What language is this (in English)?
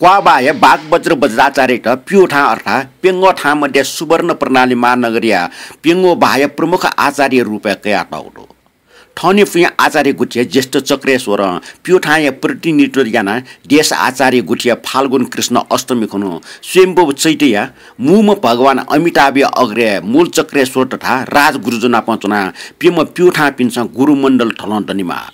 Newari